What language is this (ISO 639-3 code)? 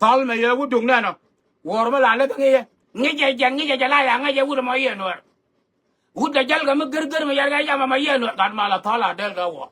nus